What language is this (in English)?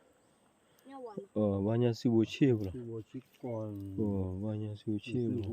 S'gaw Karen